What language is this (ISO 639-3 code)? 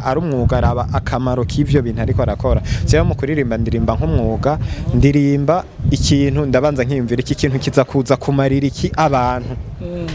run